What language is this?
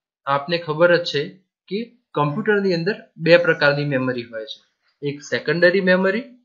Gujarati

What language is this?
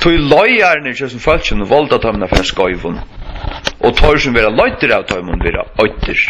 Faroese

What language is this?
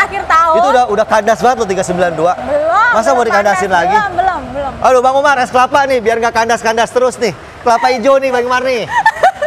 Indonesian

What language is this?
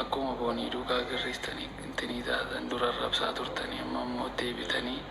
Oromo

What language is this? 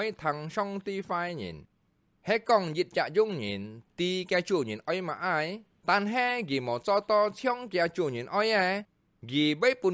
Hakka Chinese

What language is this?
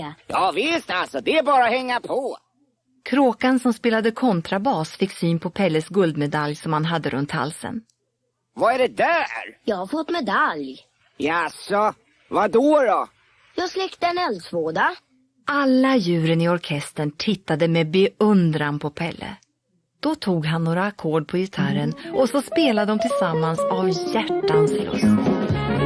Swedish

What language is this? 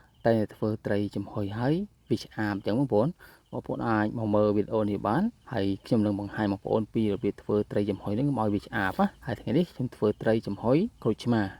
Khmer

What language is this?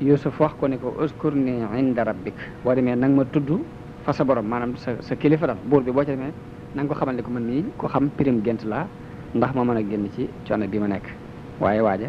Wolof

